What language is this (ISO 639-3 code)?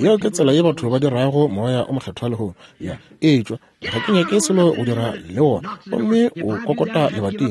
nso